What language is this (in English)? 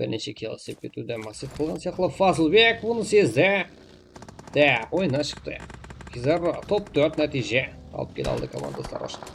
Kara-Kalpak